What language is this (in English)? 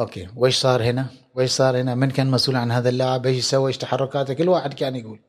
Gulf Arabic